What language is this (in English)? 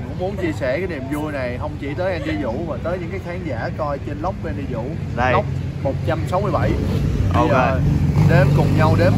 Vietnamese